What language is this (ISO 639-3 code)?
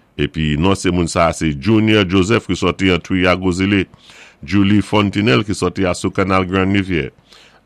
acf